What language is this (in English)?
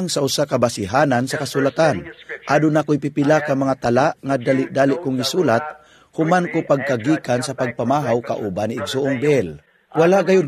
Cebuano